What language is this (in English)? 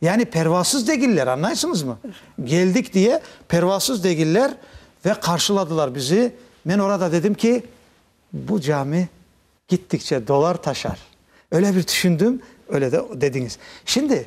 Crimean Tatar